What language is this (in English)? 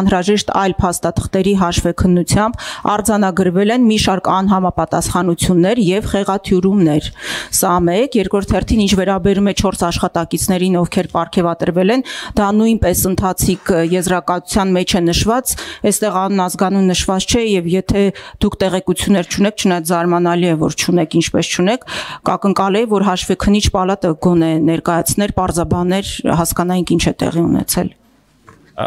Armenian